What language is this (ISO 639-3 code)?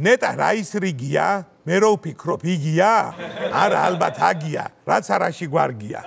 kat